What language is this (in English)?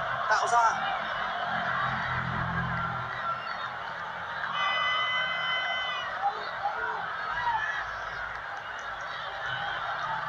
Vietnamese